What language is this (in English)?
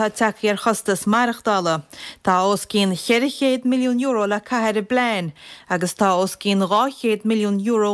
Irish